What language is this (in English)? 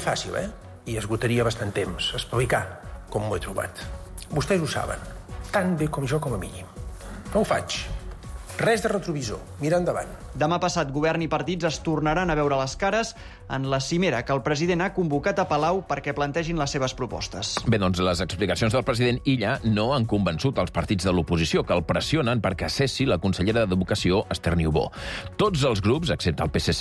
Catalan